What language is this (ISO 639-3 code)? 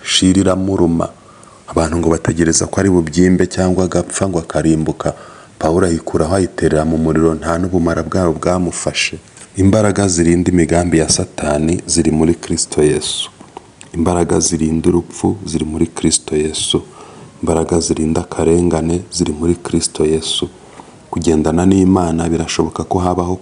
kin